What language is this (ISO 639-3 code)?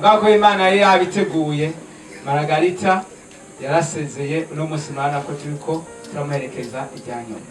run